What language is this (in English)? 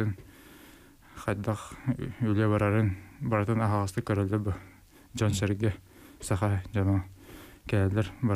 Yakut